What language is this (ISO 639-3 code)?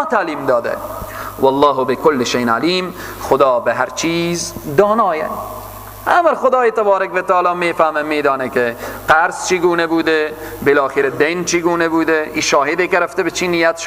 fas